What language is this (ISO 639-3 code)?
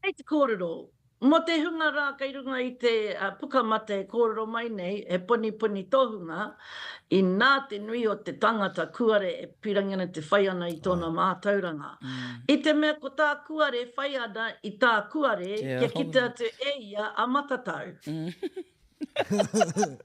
mri